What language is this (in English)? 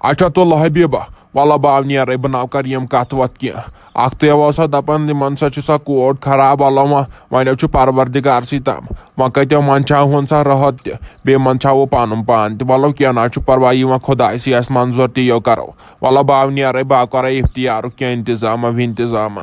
Kashmiri